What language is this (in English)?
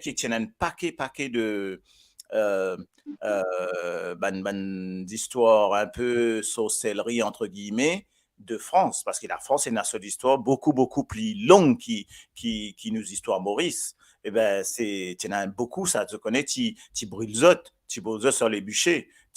Morisyen